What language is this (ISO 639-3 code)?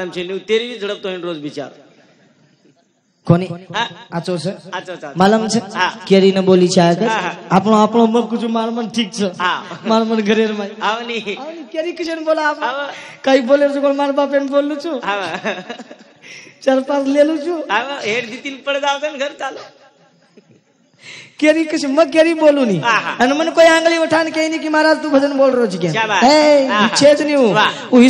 lmn